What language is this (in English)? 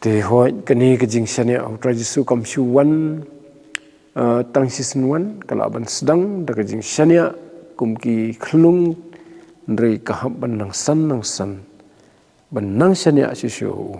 Khasi